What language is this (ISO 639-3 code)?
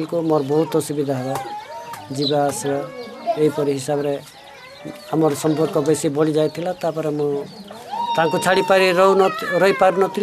ori